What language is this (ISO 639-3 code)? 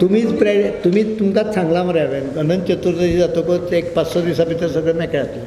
kok